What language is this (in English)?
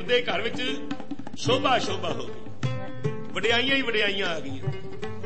Punjabi